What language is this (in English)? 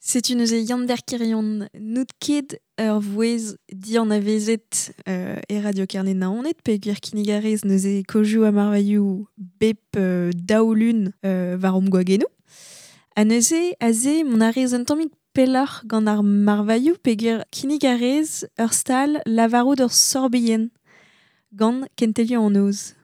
Breton